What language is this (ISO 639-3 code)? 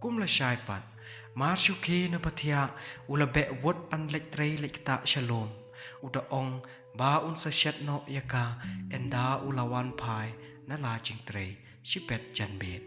kha